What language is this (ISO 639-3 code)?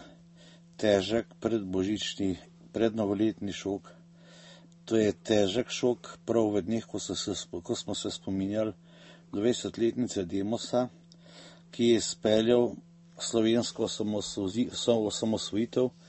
slv